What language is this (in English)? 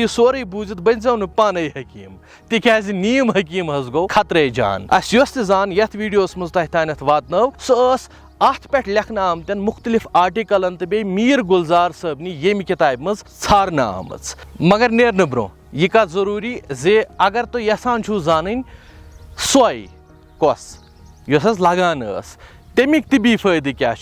Kashmiri